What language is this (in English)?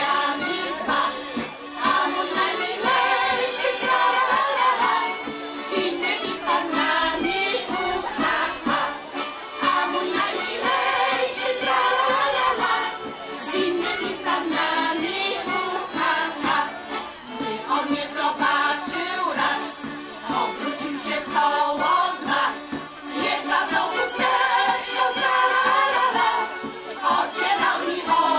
Polish